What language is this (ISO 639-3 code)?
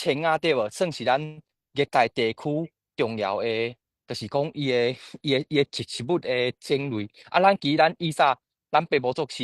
nan